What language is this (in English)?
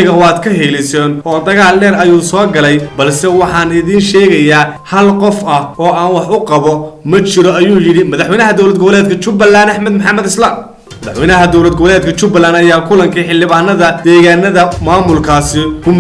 Somali